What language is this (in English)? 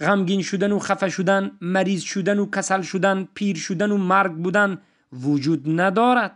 Tajik